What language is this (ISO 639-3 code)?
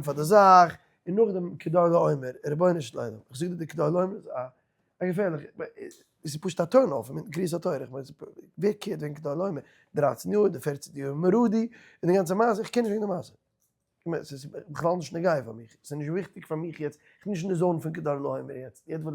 yid